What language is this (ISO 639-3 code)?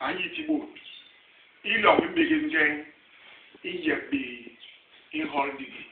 bas